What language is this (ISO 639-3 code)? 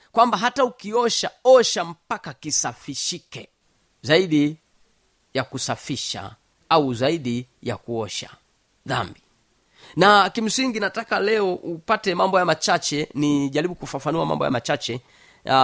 swa